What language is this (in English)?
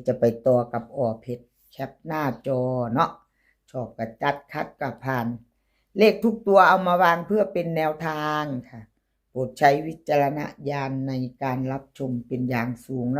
Northeastern Thai